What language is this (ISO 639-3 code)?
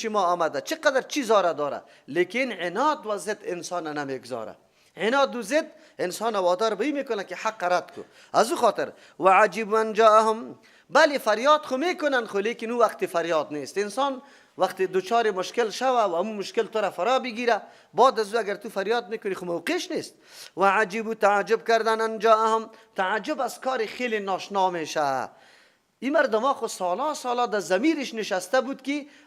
fas